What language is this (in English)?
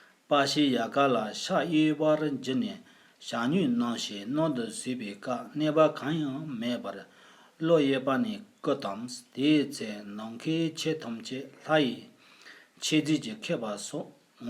Tibetan